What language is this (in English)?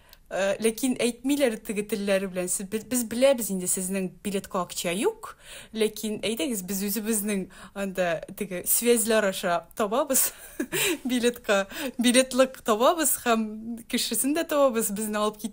Tatar